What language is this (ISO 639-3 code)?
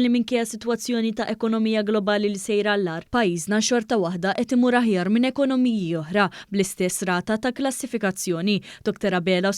mlt